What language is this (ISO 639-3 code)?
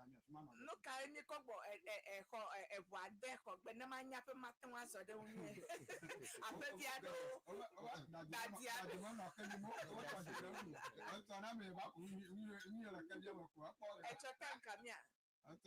ewe